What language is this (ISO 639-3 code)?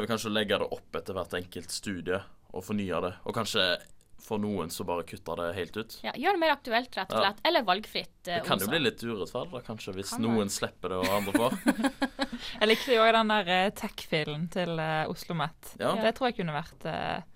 nor